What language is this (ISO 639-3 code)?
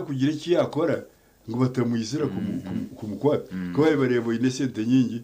nyn